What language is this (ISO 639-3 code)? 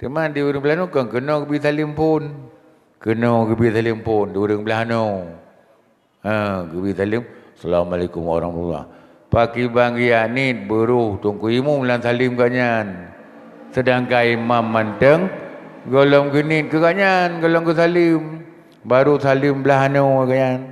ace